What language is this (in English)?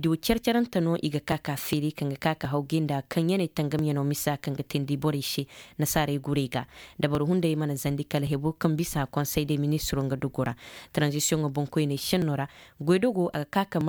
Zarma